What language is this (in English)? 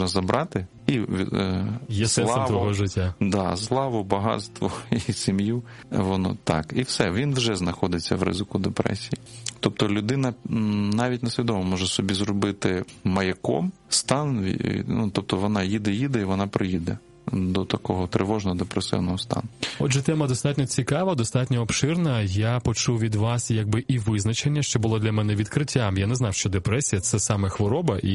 Ukrainian